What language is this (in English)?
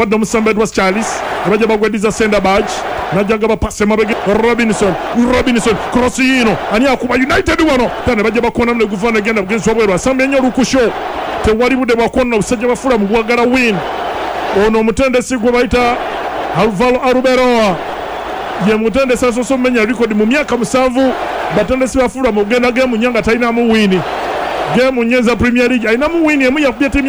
Ganda